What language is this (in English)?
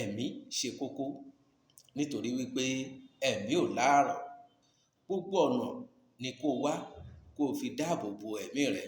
Yoruba